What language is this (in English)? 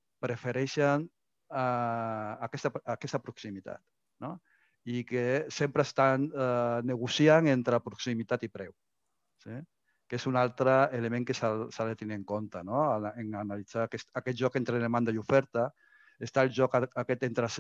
Catalan